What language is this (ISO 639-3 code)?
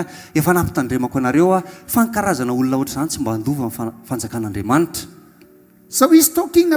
mlg